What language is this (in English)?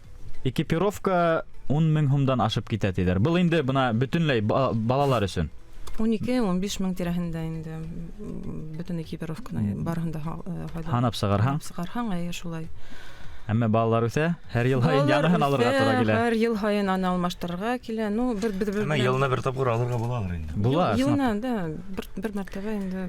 Bashkir